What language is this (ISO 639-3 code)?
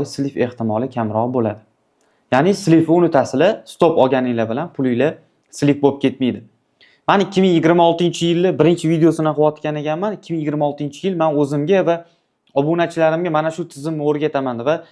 uzb